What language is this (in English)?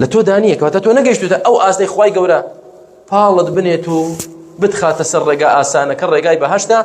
Central Kurdish